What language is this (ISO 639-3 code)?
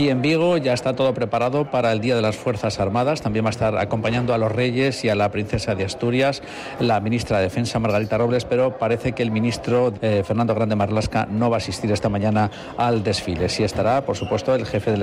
spa